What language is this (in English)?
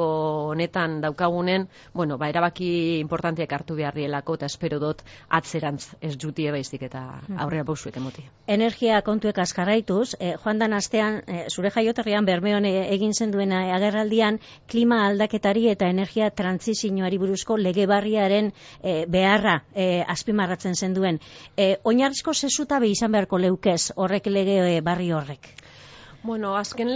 Basque